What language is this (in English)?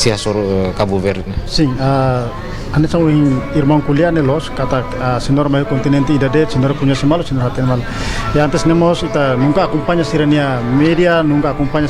Tetum